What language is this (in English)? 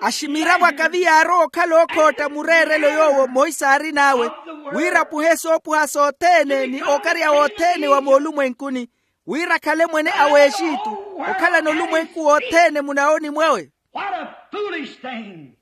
Makhuwa